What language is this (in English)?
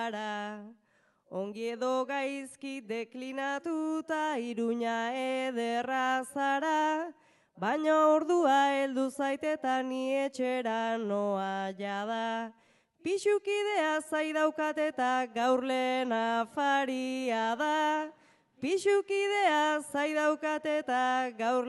Basque